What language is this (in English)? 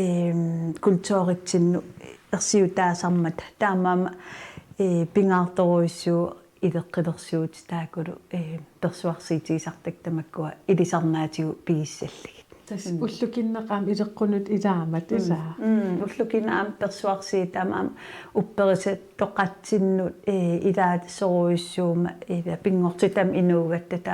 Kalaallisut